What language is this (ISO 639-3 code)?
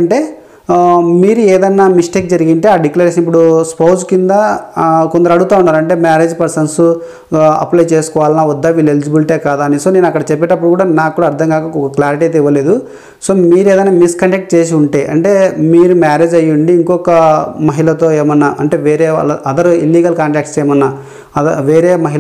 tel